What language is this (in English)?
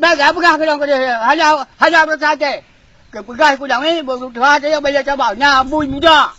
Achinese